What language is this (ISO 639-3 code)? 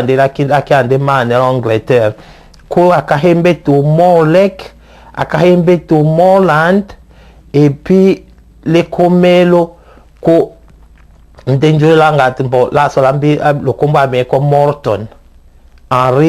tll